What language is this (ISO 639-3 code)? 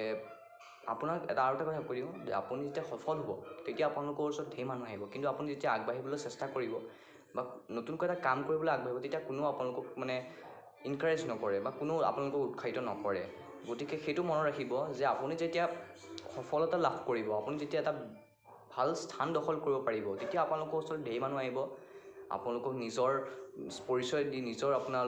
asm